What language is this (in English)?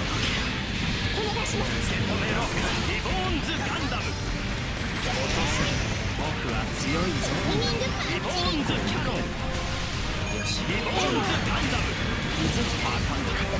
Japanese